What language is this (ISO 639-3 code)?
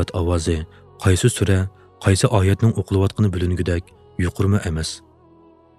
uig